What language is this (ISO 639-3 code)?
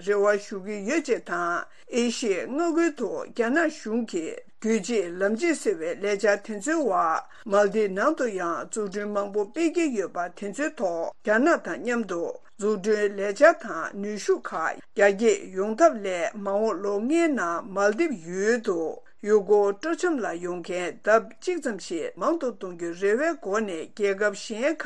bod